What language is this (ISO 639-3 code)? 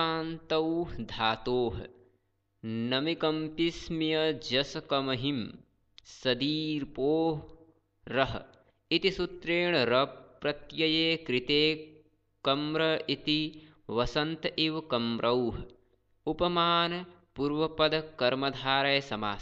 san